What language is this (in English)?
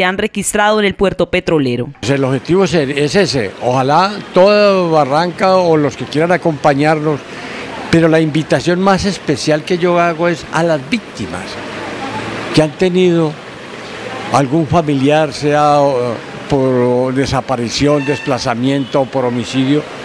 Spanish